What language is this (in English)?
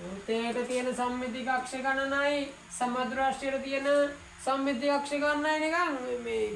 Sinhala